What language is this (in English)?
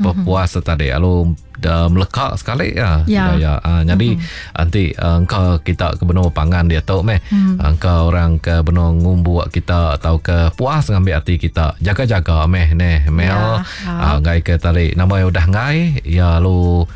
Iban